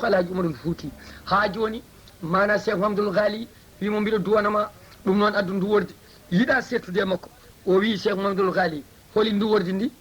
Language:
Fula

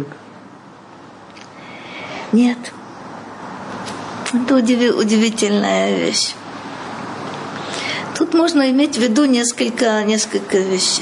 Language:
Russian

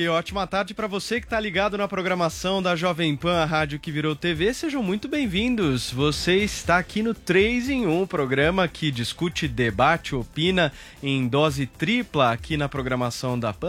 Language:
Portuguese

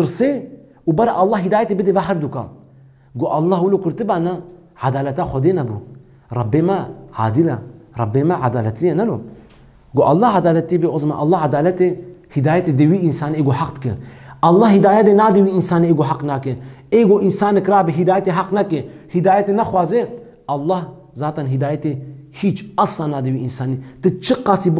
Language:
Kurdish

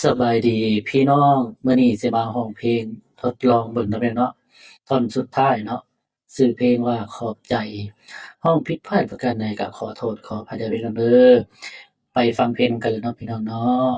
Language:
Lao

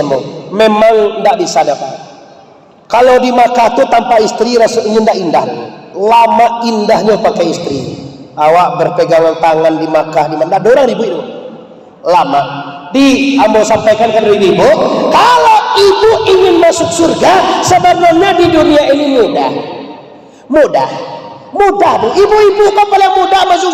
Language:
Minangkabau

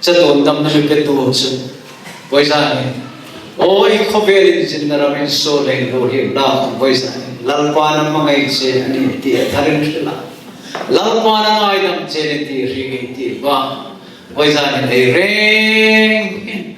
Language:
Hmar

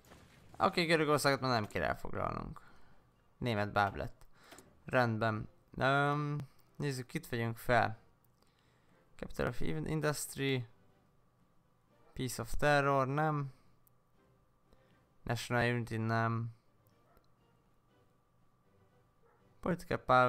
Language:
Hungarian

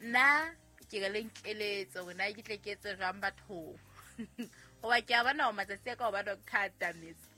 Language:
Southern Sotho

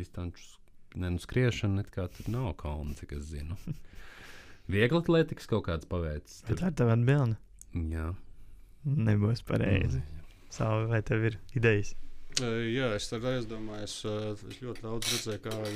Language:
Latvian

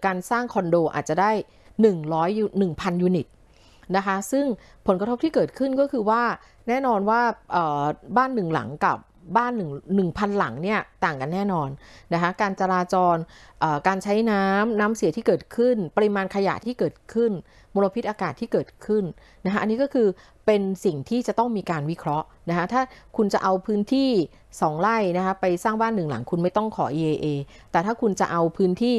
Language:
Thai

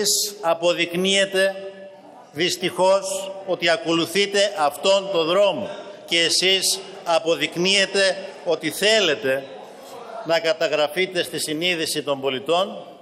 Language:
Greek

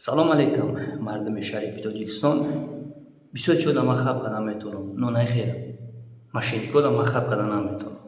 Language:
Tajik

